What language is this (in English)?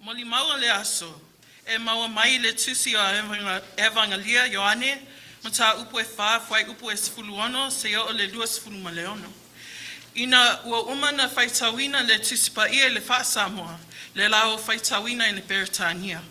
Samoan